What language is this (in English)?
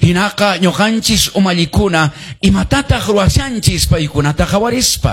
Quechua